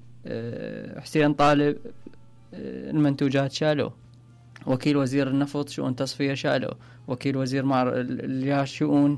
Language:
Mesopotamian Arabic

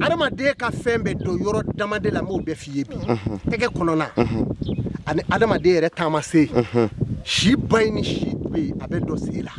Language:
Bambara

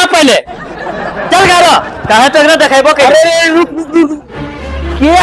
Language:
Magahi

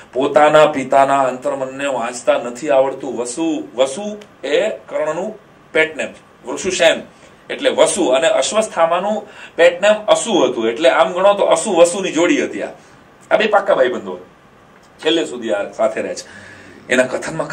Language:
Gujarati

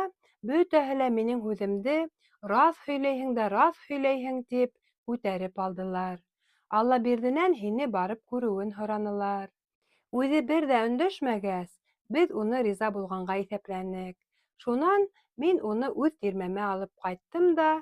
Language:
Bashkir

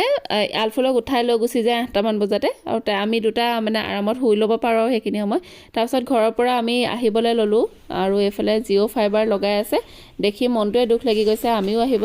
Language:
Assamese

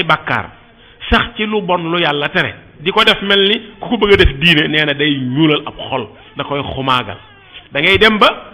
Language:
Wolof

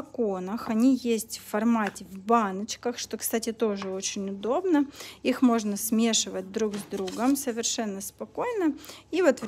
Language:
Russian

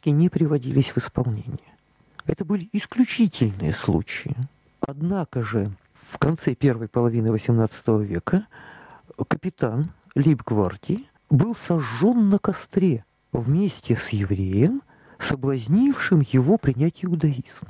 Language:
Russian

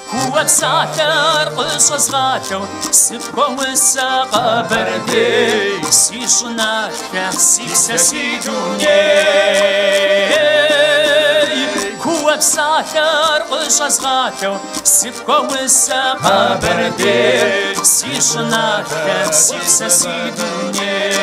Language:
Kabardian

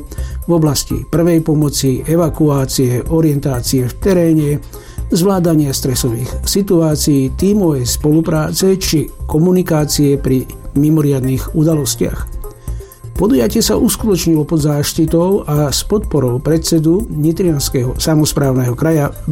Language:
Slovak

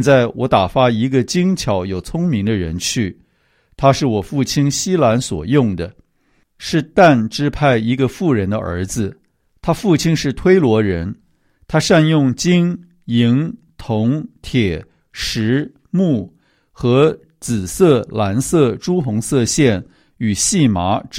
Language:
Chinese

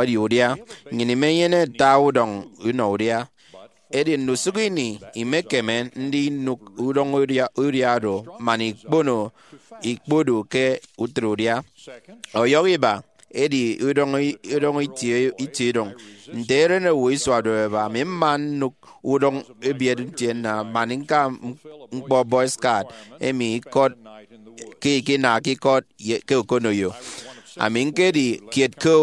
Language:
Efik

